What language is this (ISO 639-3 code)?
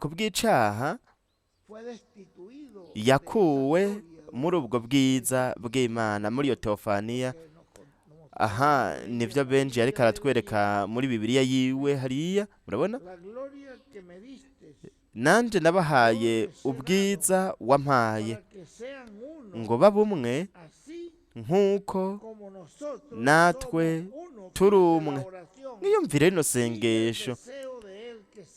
run